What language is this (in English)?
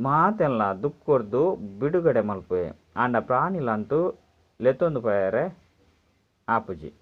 Tulu